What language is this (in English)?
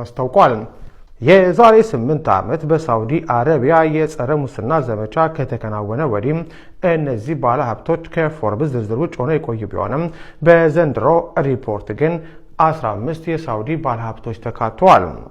Amharic